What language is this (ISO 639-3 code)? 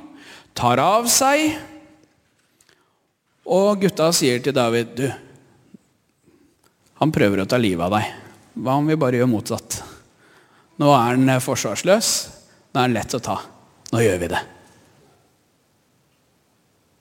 nor